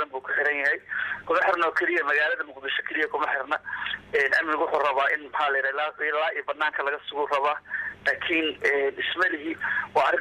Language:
Somali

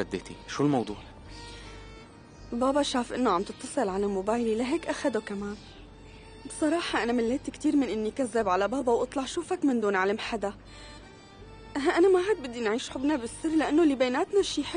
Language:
North Levantine Arabic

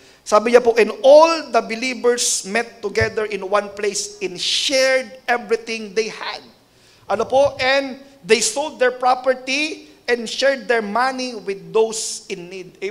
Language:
Filipino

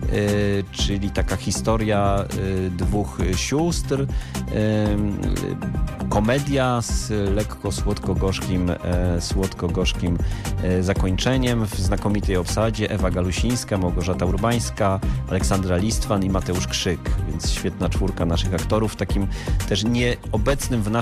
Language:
Polish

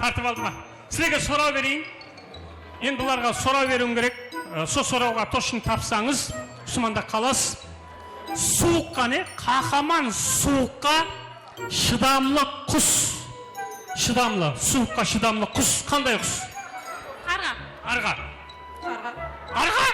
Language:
Kara-Kalpak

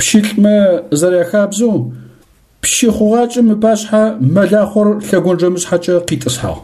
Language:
Adyghe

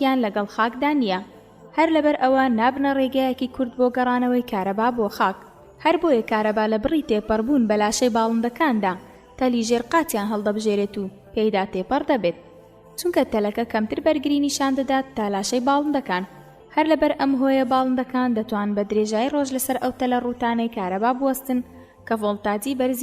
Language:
Central Kurdish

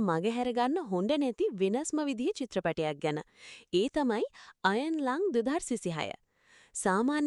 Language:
Sinhala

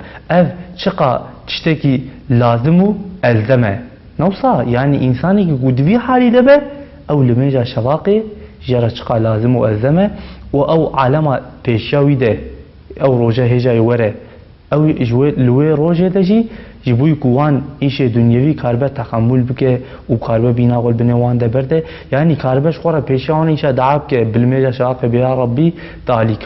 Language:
Kurdish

